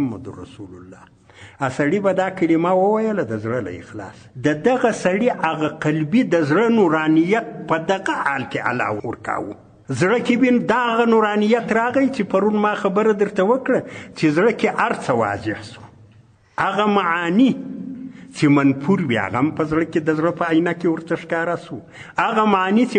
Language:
Pashto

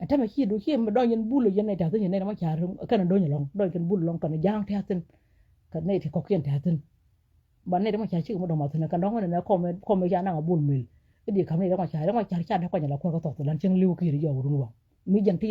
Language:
Nuer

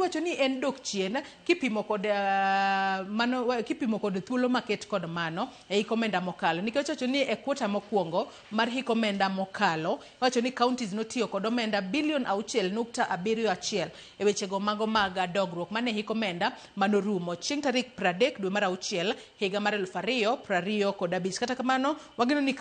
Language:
Luo (Kenya and Tanzania)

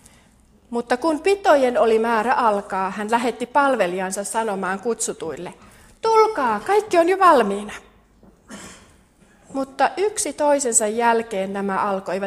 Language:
Finnish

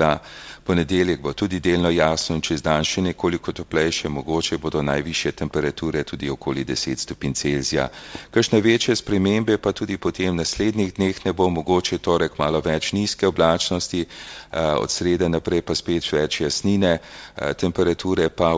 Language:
Slovenian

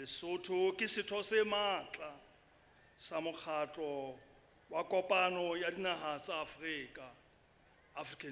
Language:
Southern Sotho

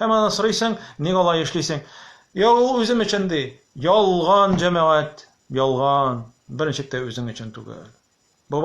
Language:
Tatar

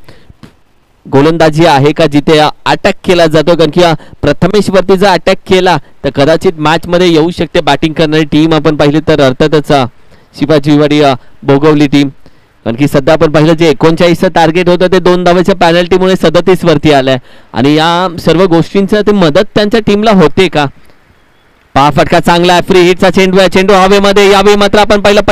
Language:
Marathi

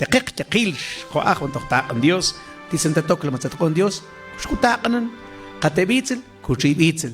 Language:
Mam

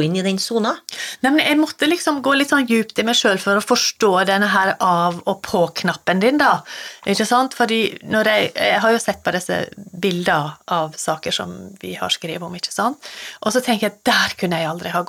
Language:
Norwegian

